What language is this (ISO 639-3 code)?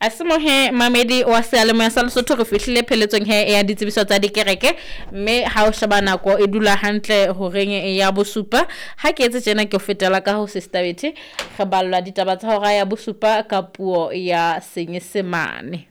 sot